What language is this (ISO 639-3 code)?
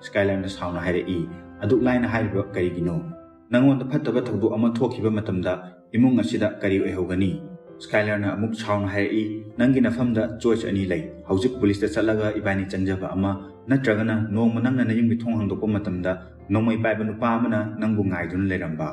mni